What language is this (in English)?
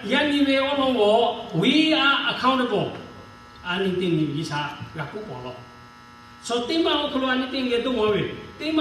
Lahu